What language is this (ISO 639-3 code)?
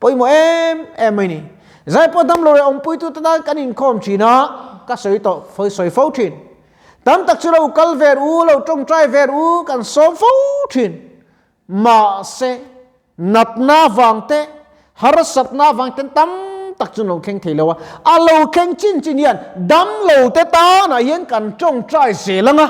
lus